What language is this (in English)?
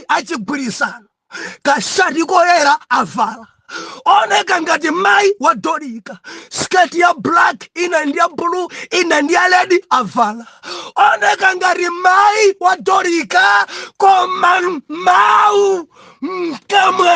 Nyanja